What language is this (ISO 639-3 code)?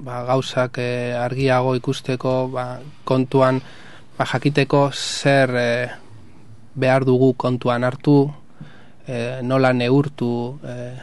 eus